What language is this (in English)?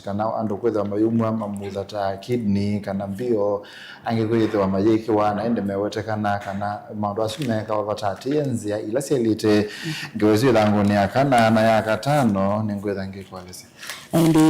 Kamba